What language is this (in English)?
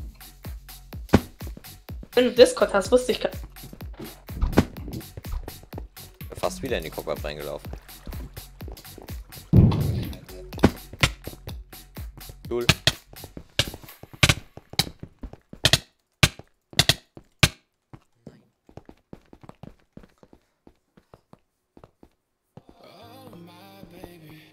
German